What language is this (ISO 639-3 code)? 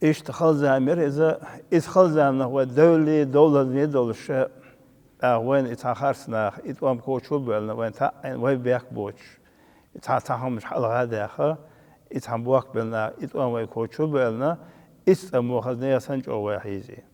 che